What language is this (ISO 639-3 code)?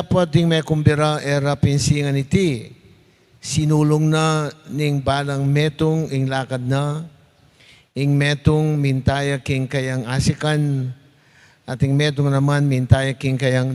pam